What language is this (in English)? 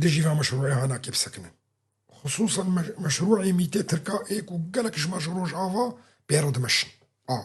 Kurdish